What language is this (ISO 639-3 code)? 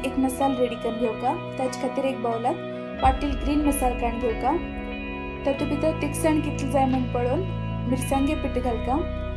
kok